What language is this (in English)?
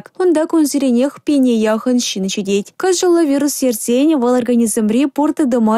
Chuvash